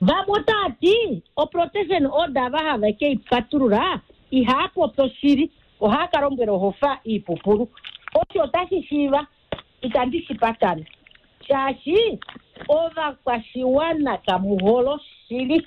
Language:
Kuanyama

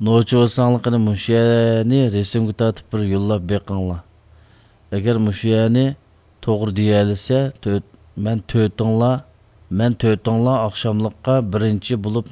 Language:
Uyghur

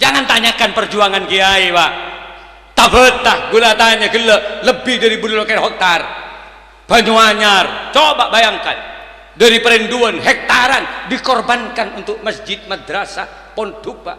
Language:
Madurese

